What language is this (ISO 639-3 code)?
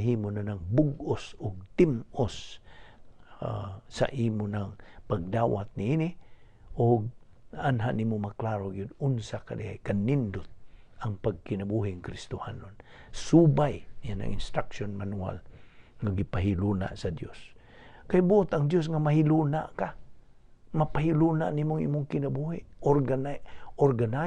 ceb